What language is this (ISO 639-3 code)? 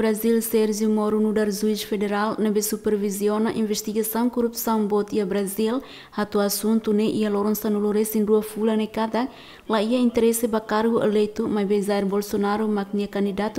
tet